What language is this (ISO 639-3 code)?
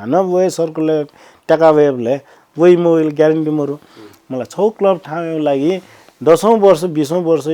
new